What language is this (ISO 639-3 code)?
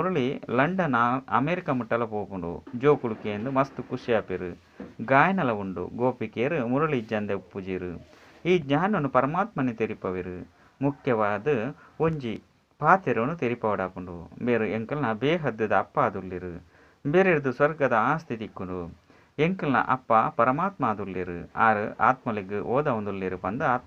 tcy